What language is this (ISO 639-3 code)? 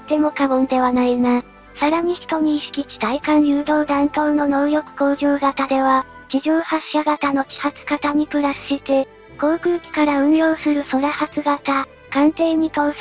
jpn